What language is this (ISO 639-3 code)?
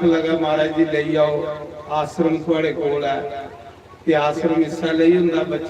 doi